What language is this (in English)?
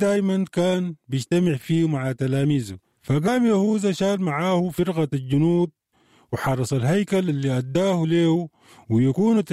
Sudanese Arabic